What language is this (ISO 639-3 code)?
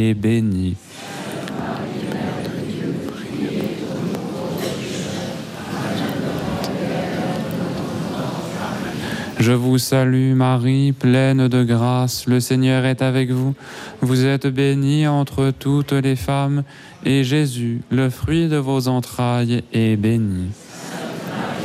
fra